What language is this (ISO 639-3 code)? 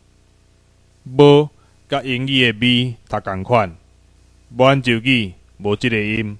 nan